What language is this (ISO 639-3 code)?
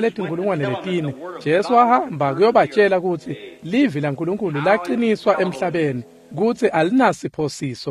ssw